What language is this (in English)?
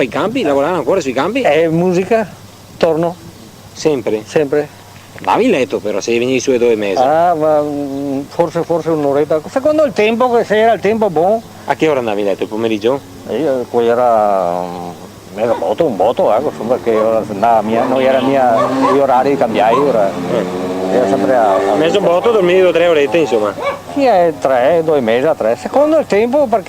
Venetian